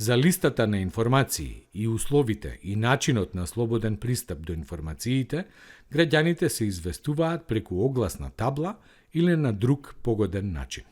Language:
Macedonian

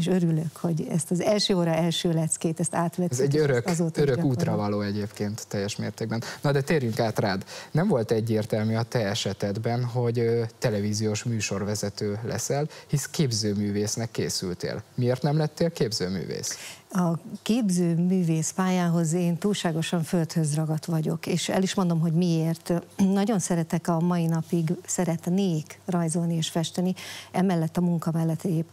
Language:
Hungarian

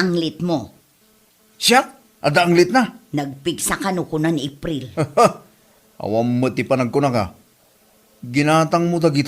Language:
Iloko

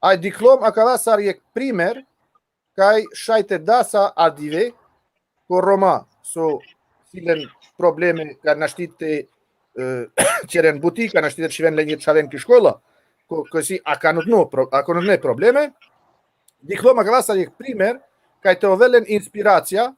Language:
Balkan Romani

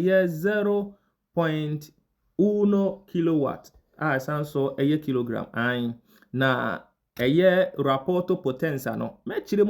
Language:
Akan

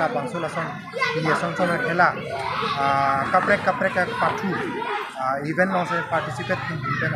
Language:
Karbi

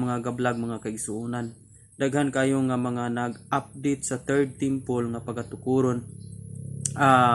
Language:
Cebuano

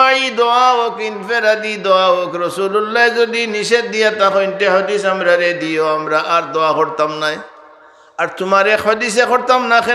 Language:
Sylheti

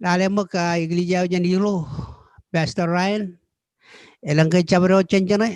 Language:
Marshallese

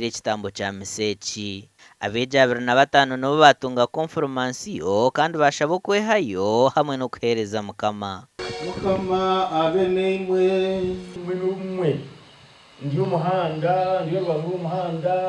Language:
Nyankole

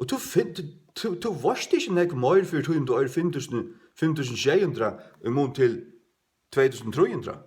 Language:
Faroese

